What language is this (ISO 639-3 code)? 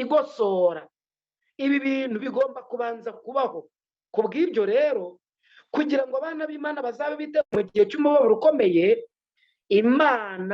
kin